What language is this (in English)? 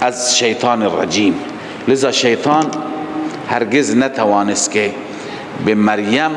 Persian